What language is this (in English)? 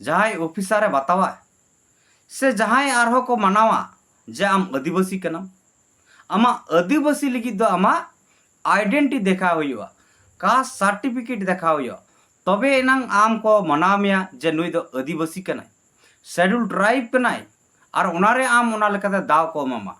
Santali